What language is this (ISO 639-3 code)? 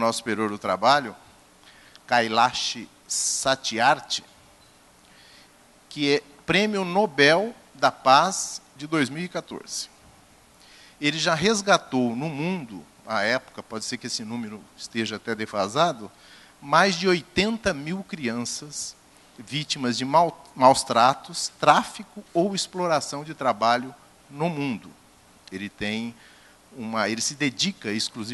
por